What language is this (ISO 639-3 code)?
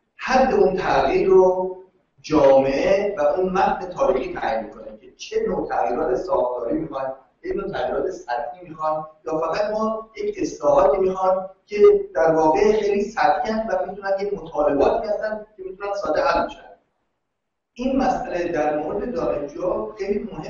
fas